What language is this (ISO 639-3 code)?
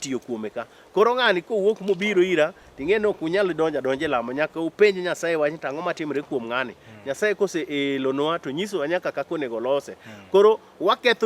luo